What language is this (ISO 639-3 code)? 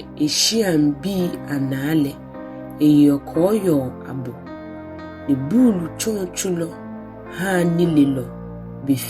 gaa